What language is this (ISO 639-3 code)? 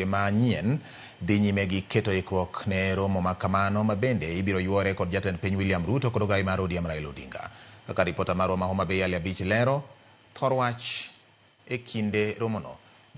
luo